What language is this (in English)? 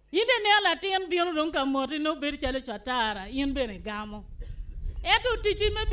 Acoli